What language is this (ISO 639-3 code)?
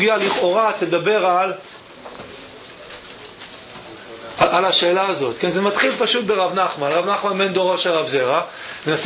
heb